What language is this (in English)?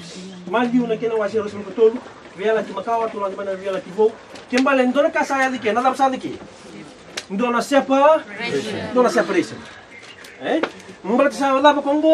Fijian